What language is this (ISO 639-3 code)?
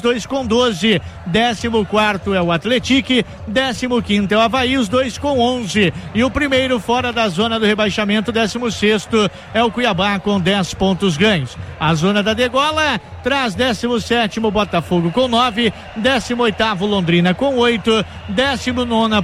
por